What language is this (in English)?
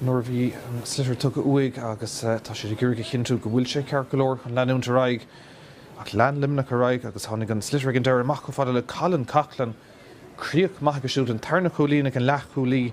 Irish